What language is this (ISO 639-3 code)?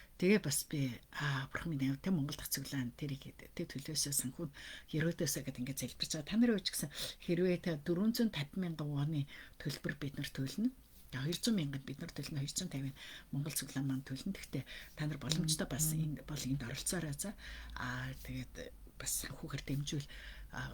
mon